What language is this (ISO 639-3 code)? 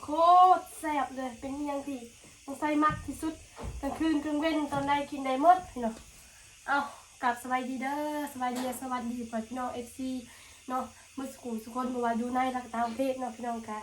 tts